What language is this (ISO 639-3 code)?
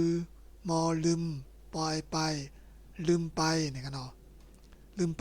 shn